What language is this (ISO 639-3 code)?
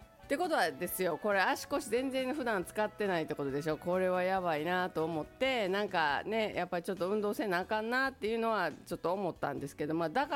jpn